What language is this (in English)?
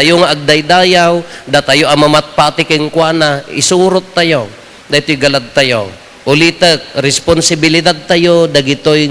Iloko